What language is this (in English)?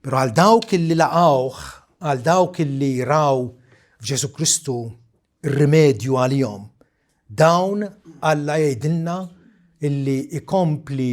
Maltese